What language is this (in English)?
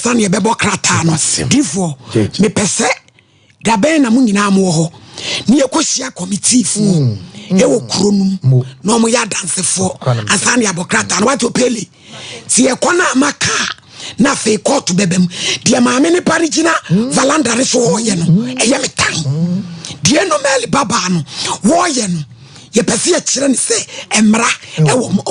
Akan